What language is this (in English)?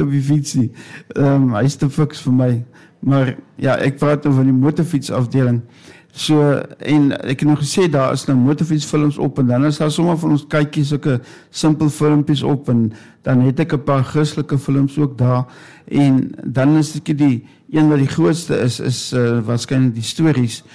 Afrikaans